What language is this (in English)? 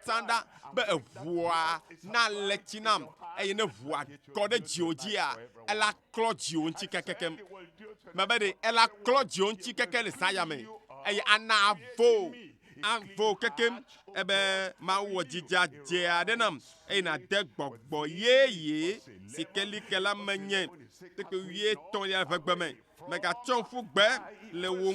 Ewe